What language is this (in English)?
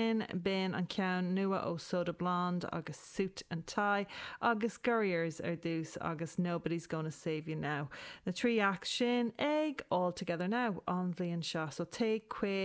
Irish